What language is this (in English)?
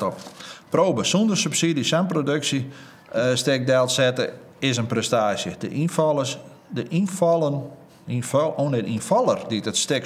Western Frisian